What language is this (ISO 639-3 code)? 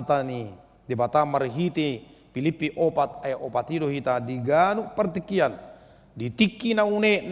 bbc